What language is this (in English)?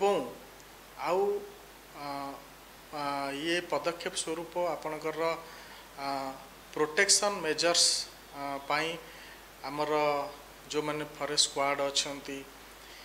Odia